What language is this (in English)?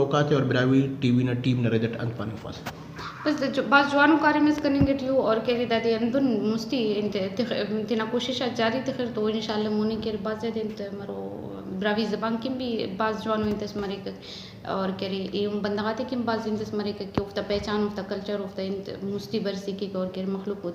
Brahui